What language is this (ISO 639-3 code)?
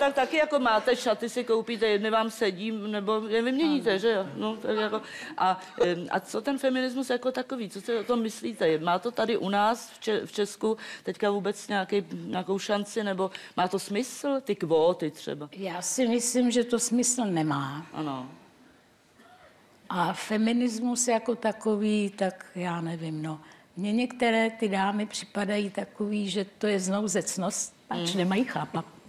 ces